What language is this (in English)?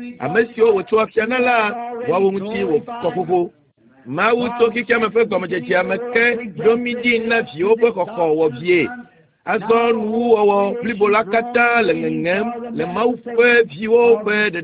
Ewe